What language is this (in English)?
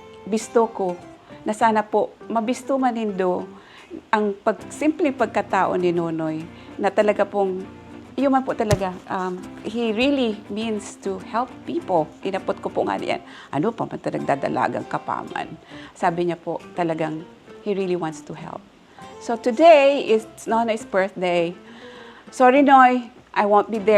Bikol